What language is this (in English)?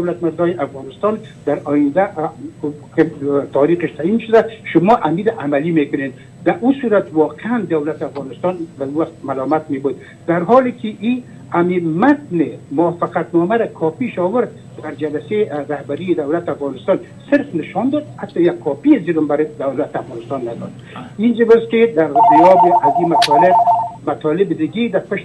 Persian